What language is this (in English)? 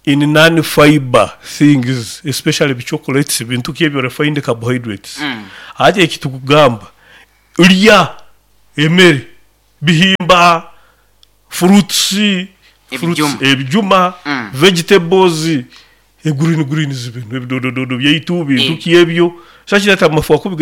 Nyoro